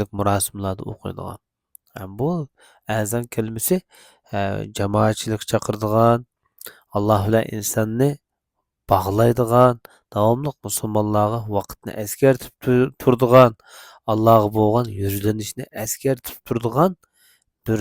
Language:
Uyghur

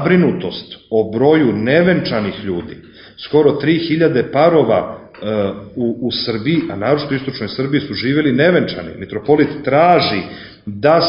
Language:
Serbian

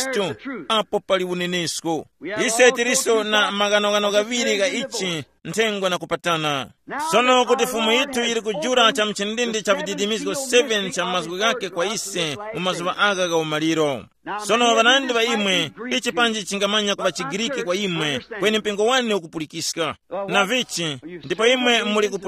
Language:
Tumbuka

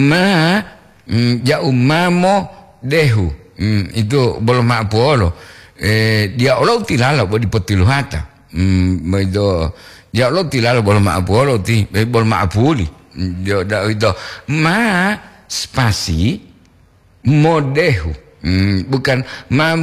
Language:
Gorontalo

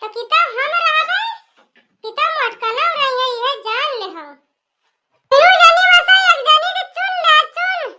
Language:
Awadhi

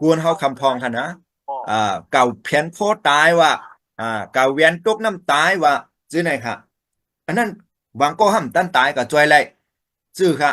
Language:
Shan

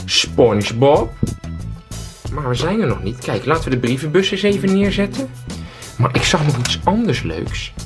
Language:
Dutch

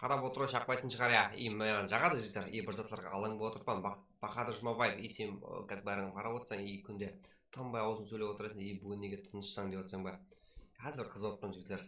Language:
Kara-Kalpak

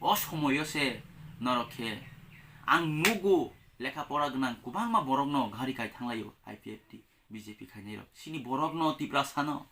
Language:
Kok Borok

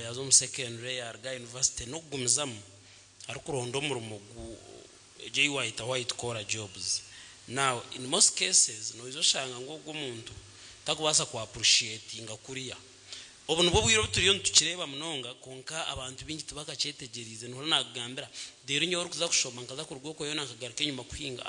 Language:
Nyankole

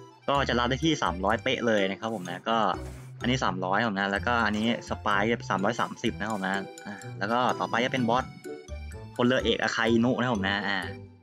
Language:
Thai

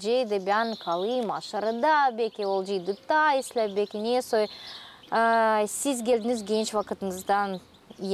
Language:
Gagauz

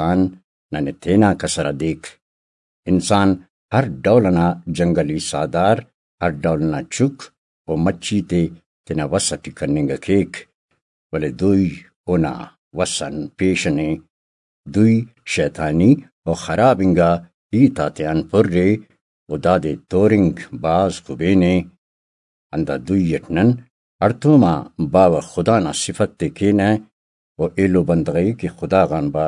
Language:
Brahui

